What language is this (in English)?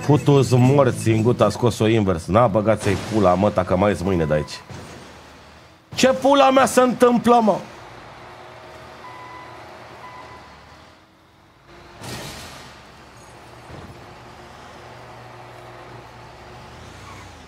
Romanian